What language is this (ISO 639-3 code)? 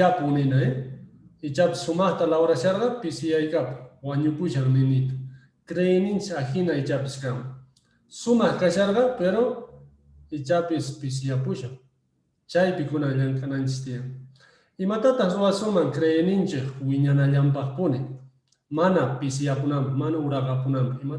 que